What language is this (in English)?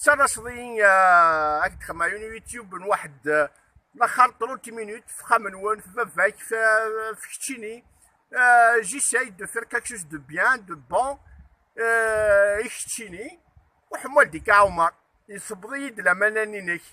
Kabyle